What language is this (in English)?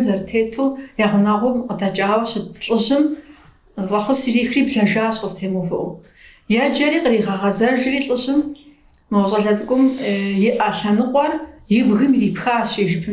Kabardian